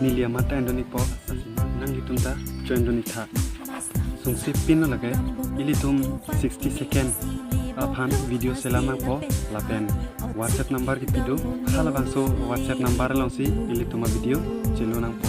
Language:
Karbi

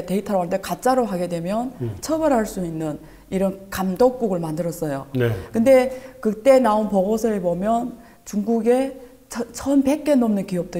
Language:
Korean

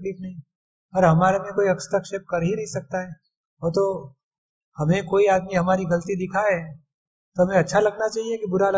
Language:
Hindi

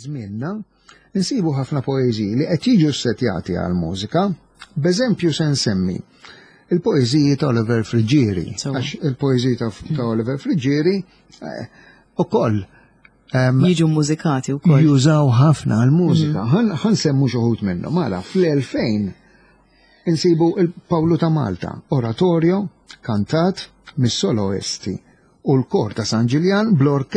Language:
Maltese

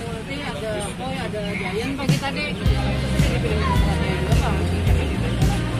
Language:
Banjar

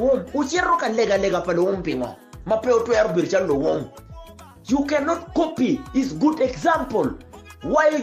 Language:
Acoli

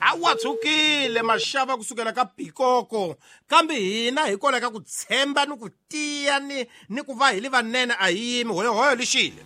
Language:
Tsonga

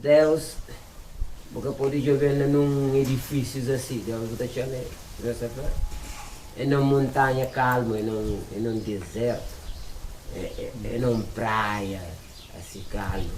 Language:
Kabuverdianu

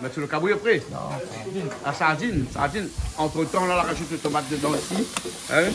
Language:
Réunion Creole French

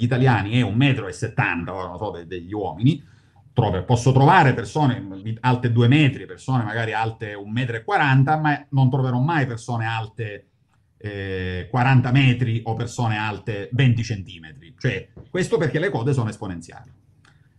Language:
Italian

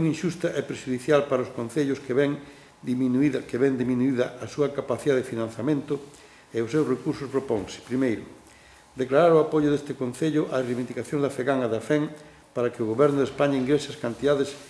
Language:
Galician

